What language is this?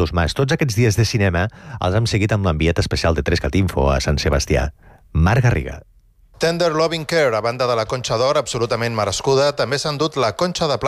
Catalan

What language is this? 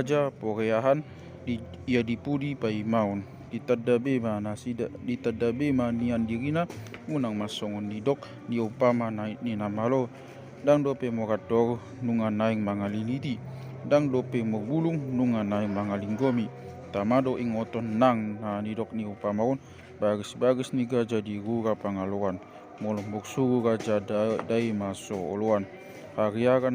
Batak Toba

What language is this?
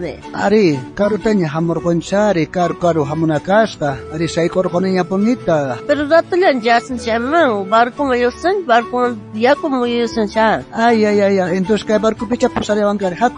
South Bolivian Quechua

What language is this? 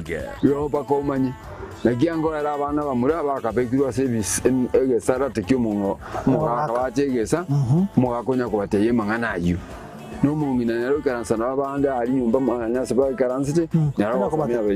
Gusii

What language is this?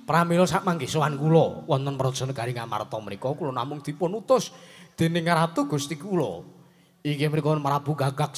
Javanese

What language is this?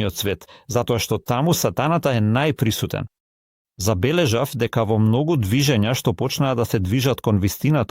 Macedonian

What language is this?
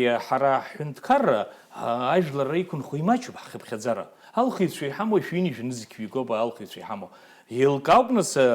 Abkhazian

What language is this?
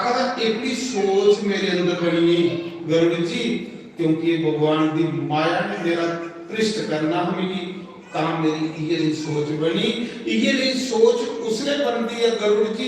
Dogri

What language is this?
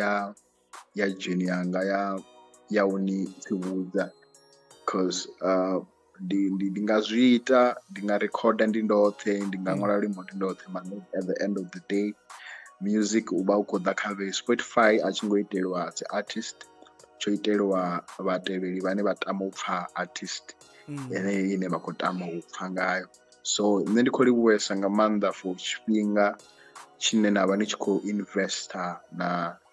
Venda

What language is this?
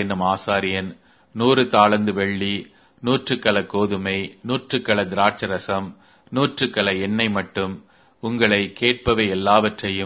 Tamil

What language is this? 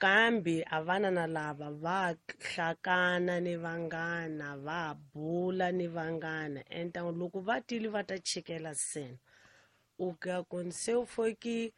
Tsonga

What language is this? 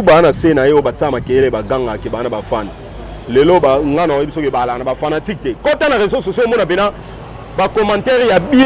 Lingala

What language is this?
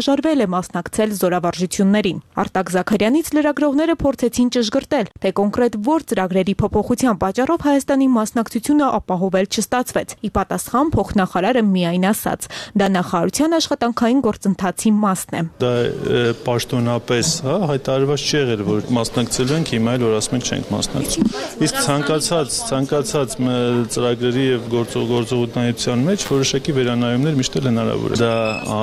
Armenian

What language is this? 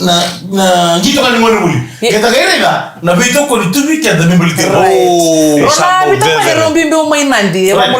Fijian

